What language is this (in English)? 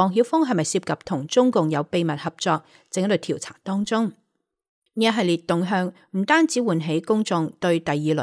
Cantonese